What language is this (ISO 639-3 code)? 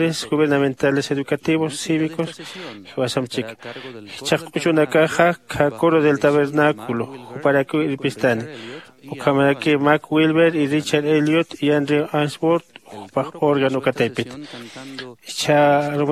aym